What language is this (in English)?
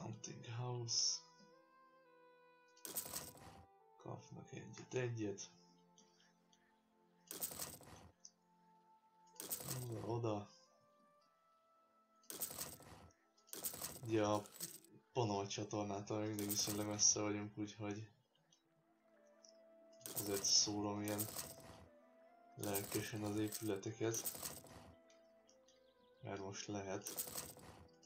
Hungarian